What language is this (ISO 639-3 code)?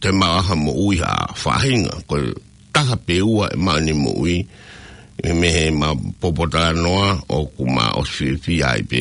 ton